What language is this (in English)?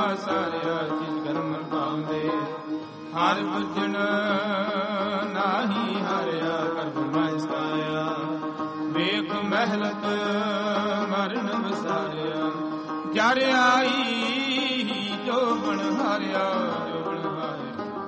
Punjabi